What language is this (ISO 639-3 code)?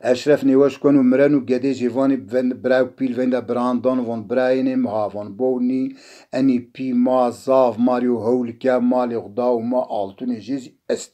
zza